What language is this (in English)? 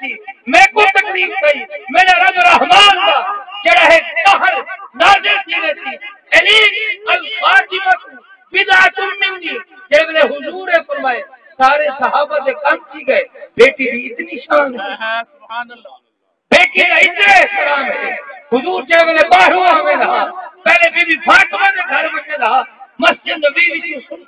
Saraiki